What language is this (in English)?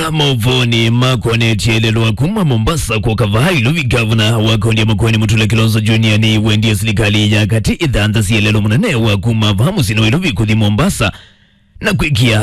Kamba